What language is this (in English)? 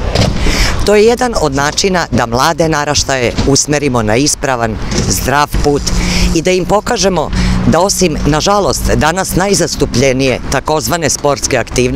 Serbian